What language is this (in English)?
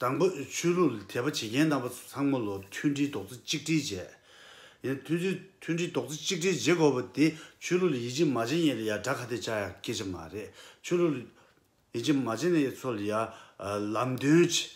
Tibetan